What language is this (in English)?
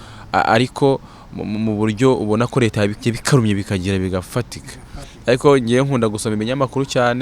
Kinyarwanda